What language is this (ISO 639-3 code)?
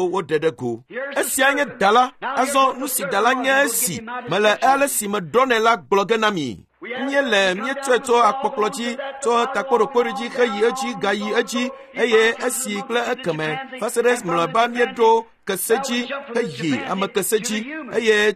ewe